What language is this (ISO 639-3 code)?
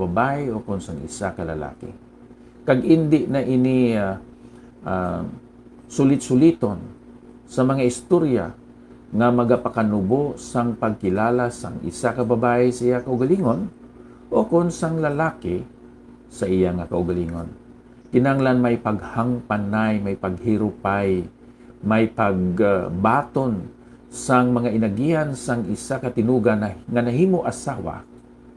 hil